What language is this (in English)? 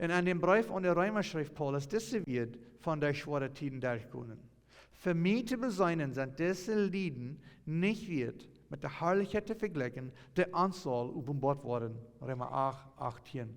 Plautdietsch